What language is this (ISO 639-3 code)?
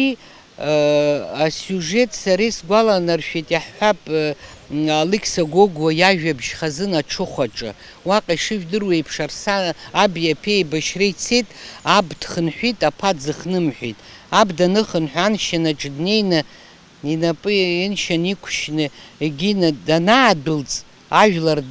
abk